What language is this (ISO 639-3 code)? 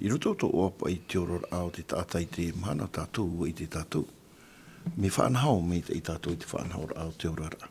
tah